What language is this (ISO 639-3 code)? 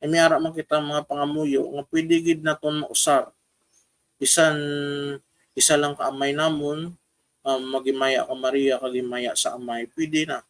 hil